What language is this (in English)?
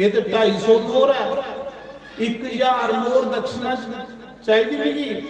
Dogri